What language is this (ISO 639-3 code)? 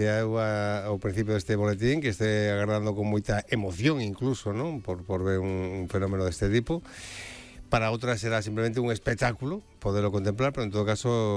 glg